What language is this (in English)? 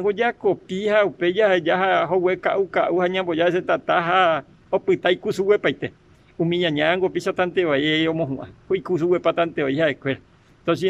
Guarani